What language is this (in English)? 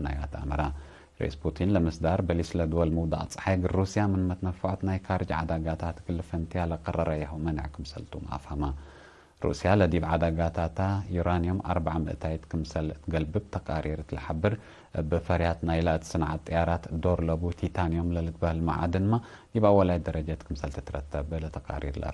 Tigre